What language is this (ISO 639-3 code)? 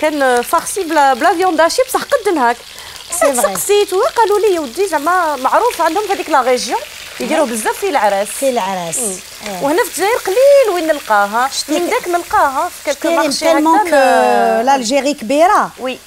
arq